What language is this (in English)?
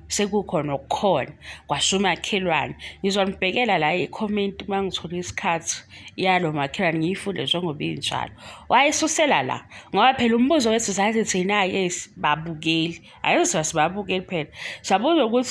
Zulu